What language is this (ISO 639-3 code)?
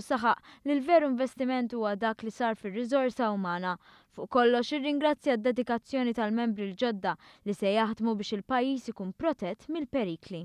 mlt